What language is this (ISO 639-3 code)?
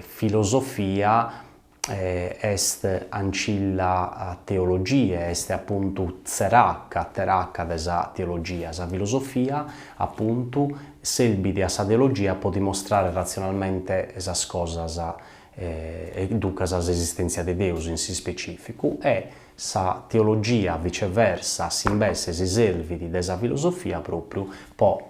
srd